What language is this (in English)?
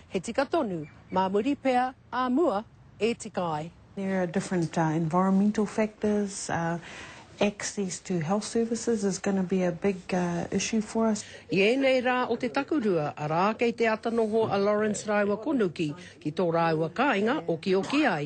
Māori